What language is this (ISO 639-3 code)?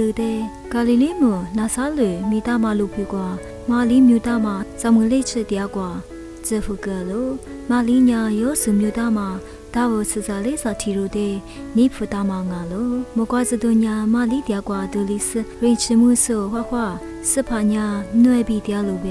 lis